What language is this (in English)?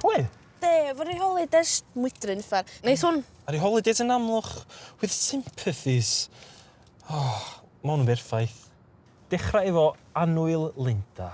Welsh